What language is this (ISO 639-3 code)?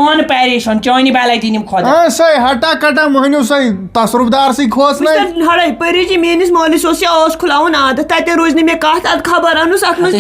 kas